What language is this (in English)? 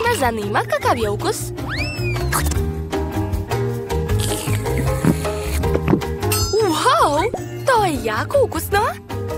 Serbian